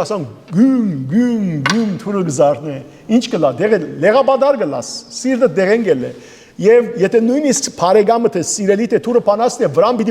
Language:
Western Armenian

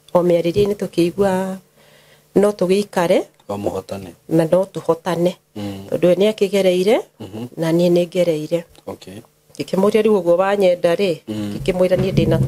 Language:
Kikuyu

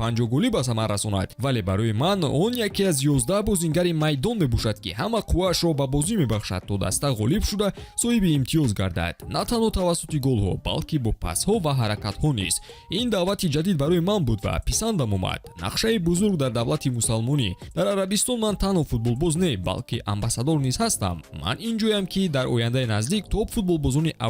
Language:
Tajik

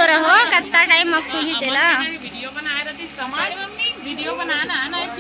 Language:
Chhattisgarhi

